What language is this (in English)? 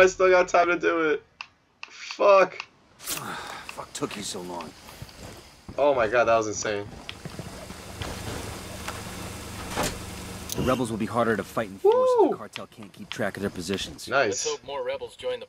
English